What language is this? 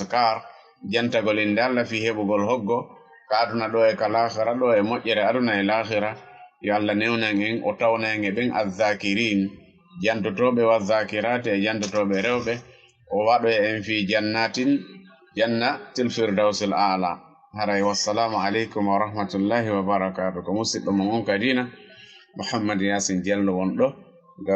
Fula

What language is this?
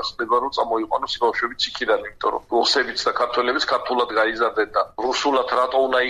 Georgian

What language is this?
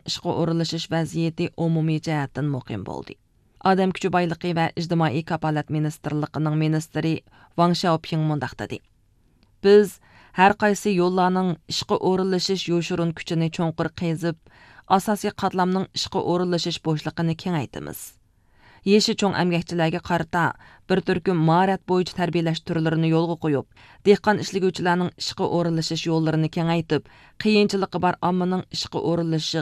Uyghur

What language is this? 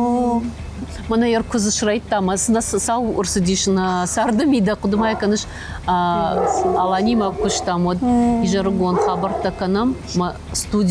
Ossetic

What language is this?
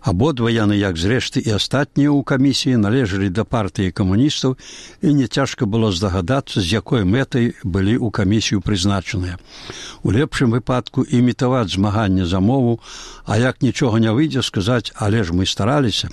Belarusian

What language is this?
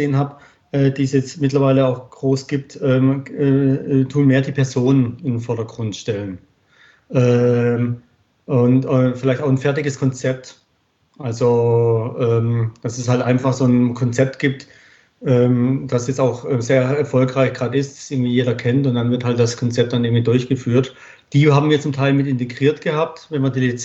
German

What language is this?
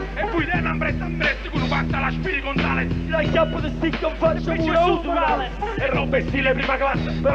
Italian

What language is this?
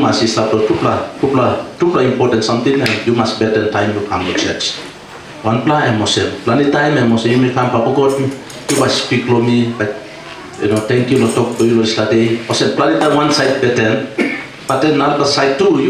Tok Pisin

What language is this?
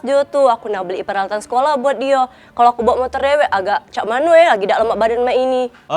Musi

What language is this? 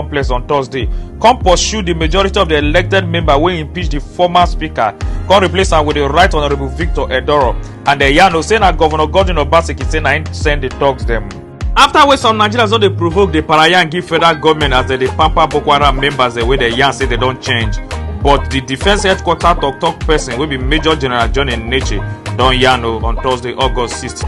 Nigerian Pidgin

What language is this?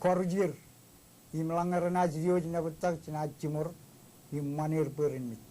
Marshallese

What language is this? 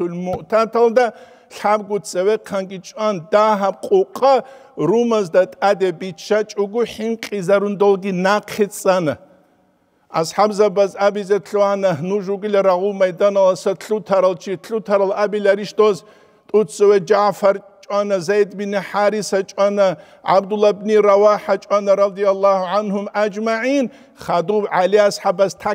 Avaric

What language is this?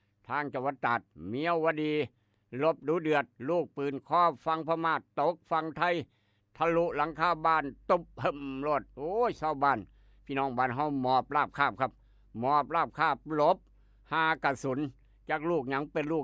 Northeastern Thai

